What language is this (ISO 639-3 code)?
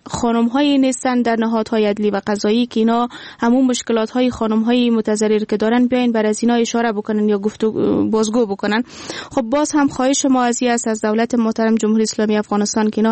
fas